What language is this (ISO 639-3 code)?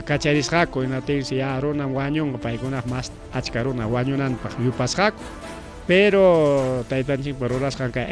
quy